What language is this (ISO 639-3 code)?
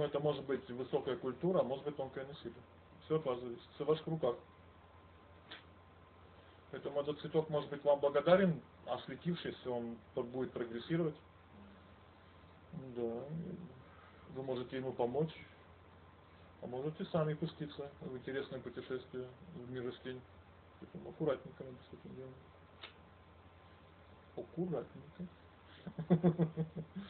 rus